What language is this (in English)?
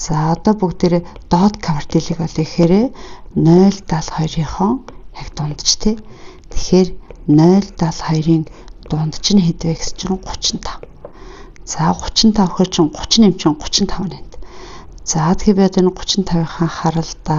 Mongolian